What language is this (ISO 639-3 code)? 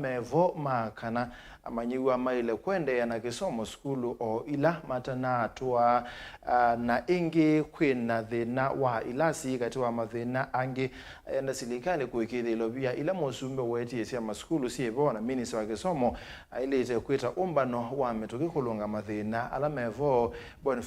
kam